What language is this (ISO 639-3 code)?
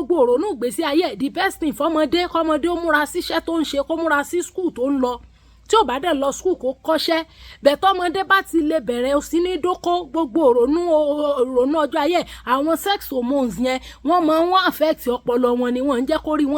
yor